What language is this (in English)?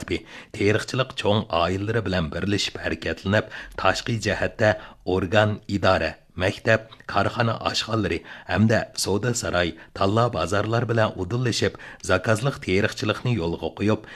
Uyghur